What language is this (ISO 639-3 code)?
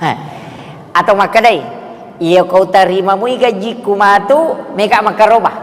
bug